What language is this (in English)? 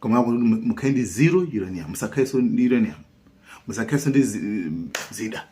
Nyanja